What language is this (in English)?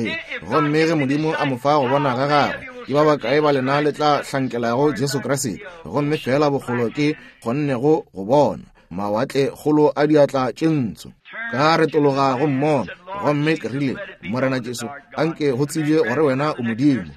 Northern Sotho